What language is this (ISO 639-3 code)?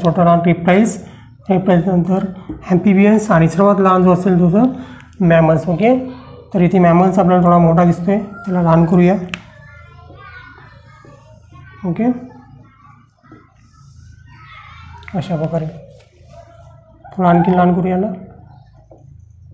mar